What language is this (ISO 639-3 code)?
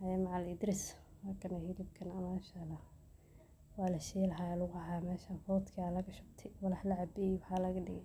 som